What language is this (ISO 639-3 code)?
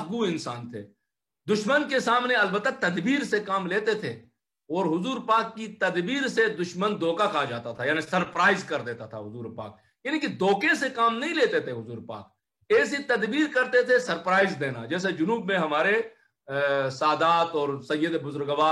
urd